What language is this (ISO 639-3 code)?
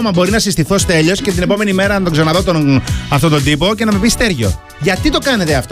ell